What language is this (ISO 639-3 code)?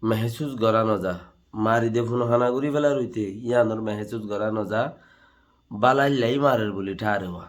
rhg